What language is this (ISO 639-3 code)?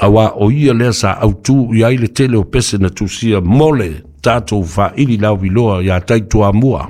smo